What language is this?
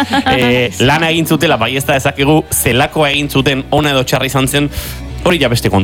Basque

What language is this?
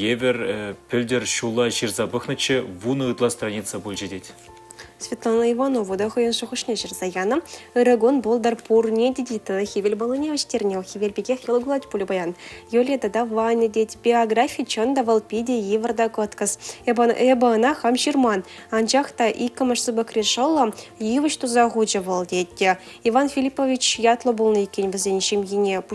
Chuvash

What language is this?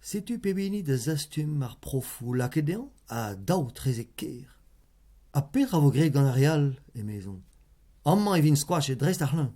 Breton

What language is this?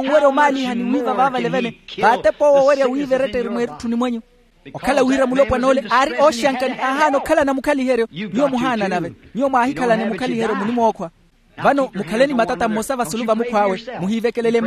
Makhuwa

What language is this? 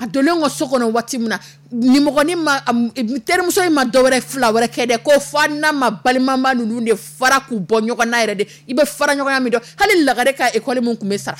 Dyula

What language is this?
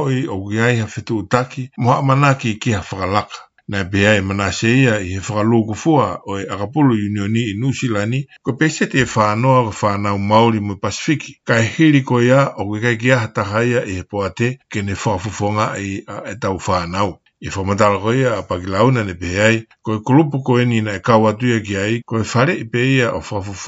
Tongan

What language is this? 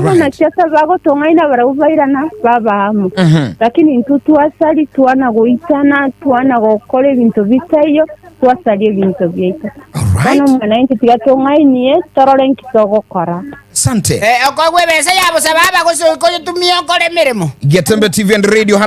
Gusii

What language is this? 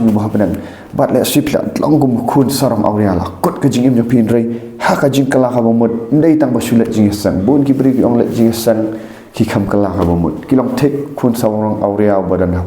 Khasi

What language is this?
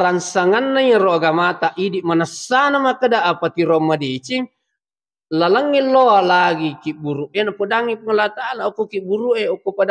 Buginese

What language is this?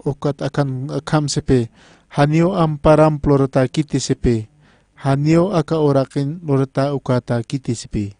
Aymara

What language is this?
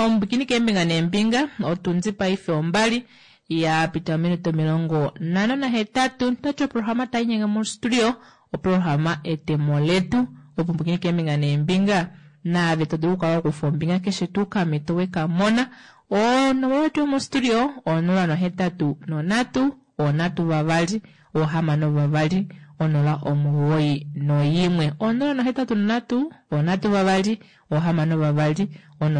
Kuanyama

